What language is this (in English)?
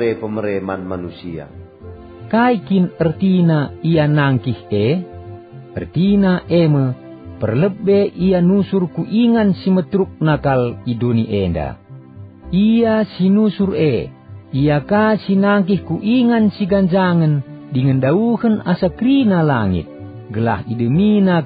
Batak Karo